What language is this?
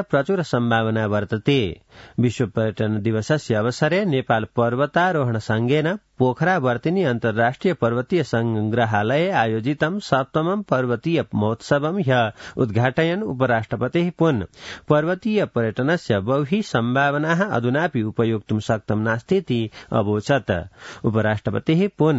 Sanskrit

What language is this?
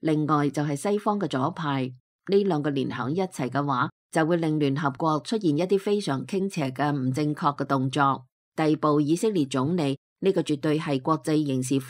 Cantonese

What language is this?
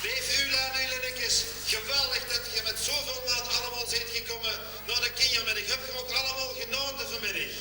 Limburgish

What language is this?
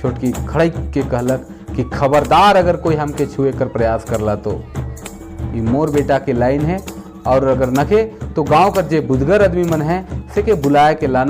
Sadri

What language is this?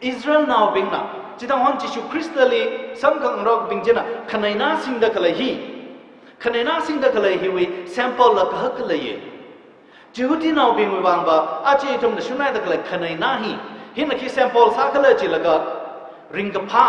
Tangkhul Naga (India)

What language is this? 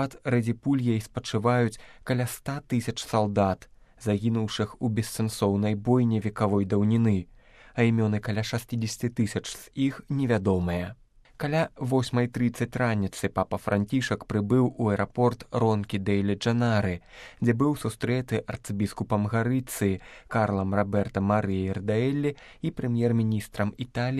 Belarusian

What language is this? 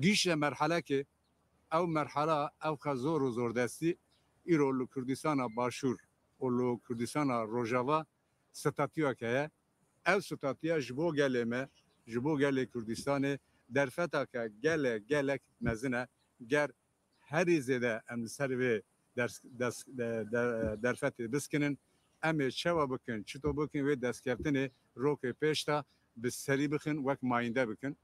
Kurdish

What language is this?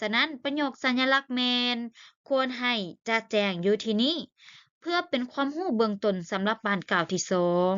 Lao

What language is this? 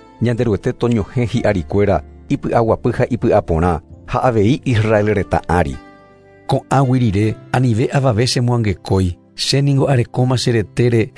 Guarani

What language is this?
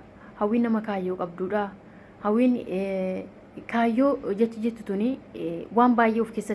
Oromo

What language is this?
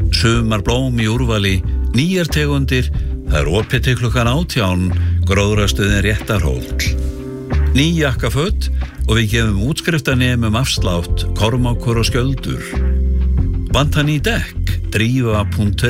Icelandic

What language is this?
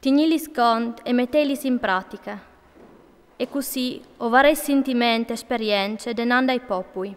Friulian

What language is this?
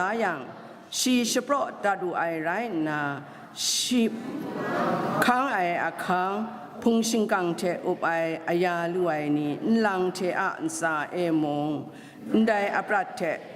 Kachin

